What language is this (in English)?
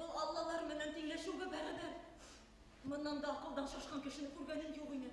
Bashkir